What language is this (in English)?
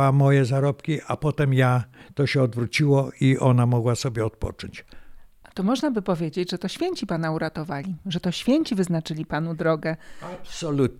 Polish